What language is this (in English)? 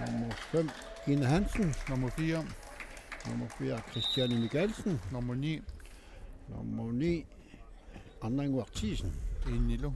Kalaallisut